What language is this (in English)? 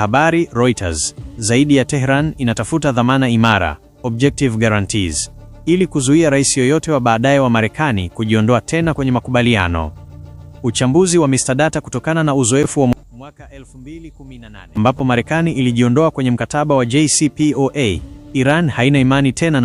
Swahili